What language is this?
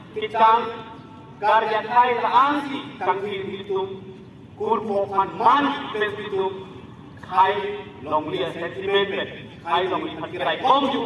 Karbi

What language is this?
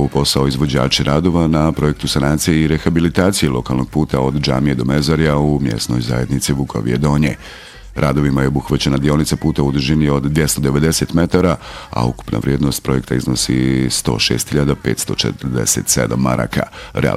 Bosnian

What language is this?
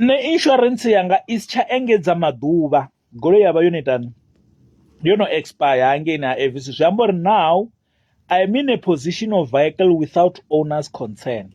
Venda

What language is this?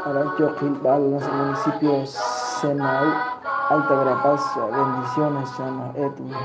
Kekchí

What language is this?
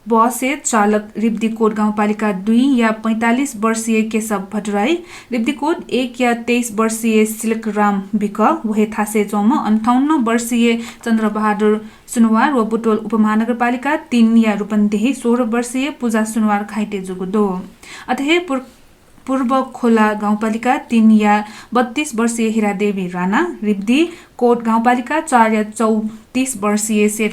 Newari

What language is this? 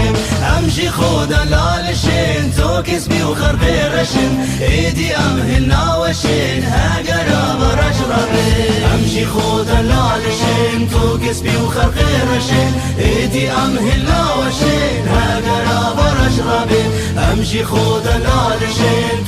Kurdish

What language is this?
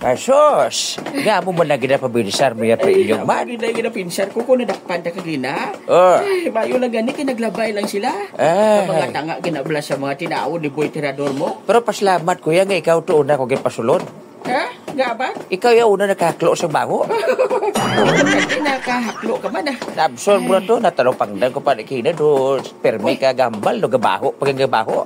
Hiligaynon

